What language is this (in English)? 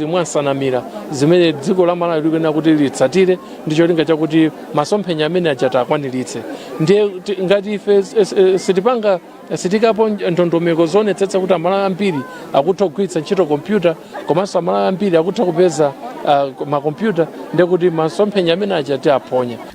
Nyanja